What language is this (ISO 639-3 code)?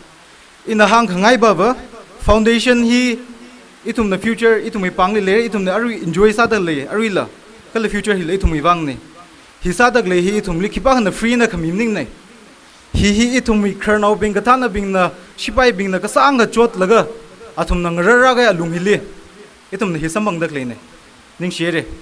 nmf